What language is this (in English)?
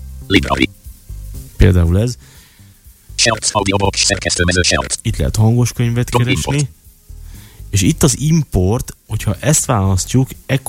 Hungarian